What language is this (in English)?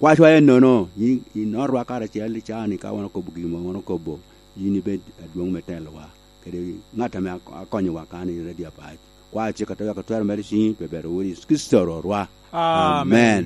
Lango (Uganda)